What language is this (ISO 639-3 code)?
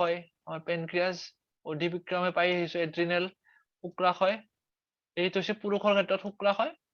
asm